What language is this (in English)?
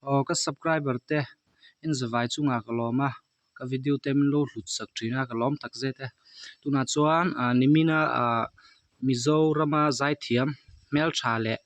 Mizo